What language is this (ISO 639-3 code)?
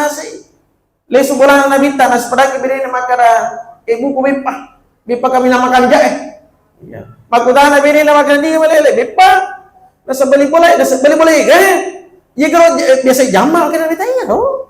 bug